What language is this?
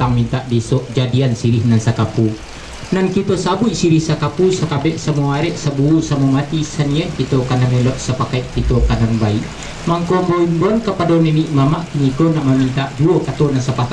Minangkabau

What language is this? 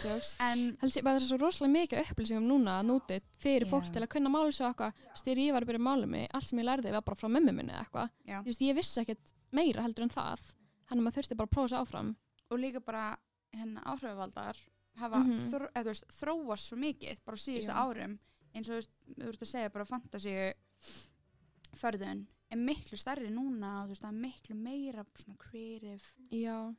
Icelandic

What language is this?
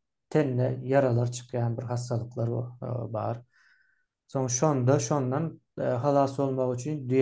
Turkmen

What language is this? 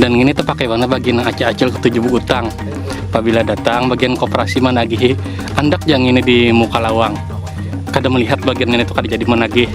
Banjar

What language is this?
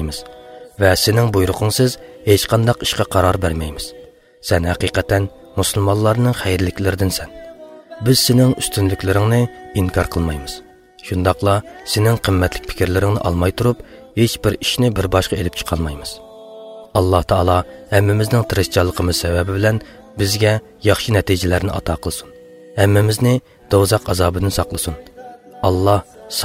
Uyghur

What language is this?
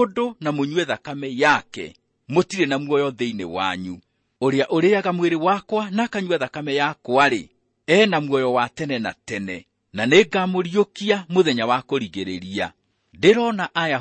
Kikuyu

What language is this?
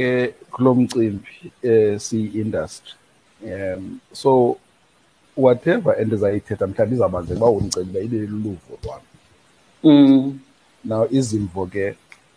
Xhosa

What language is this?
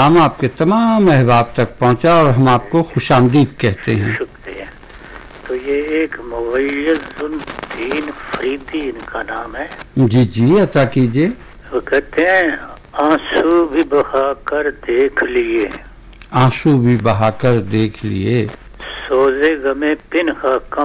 Urdu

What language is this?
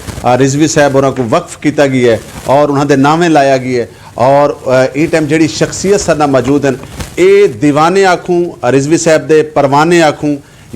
Saraiki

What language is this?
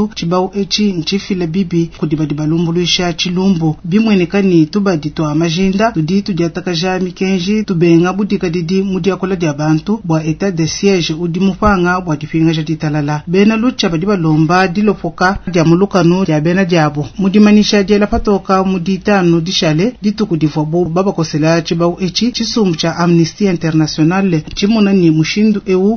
Luba-Lulua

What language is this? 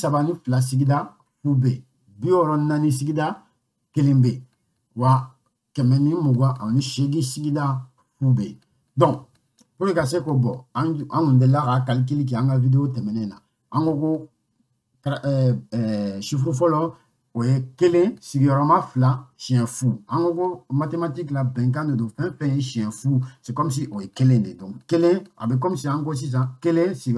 Bambara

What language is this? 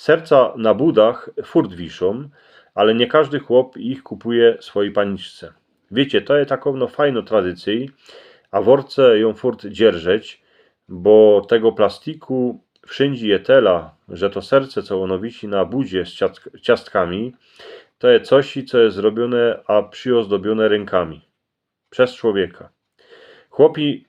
Silesian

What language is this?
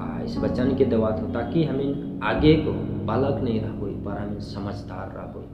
Sadri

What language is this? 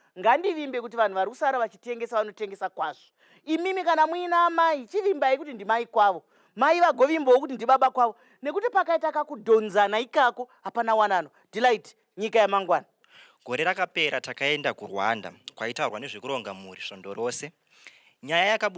Shona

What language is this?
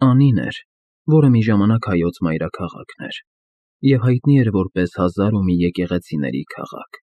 Armenian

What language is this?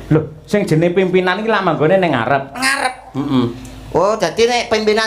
Javanese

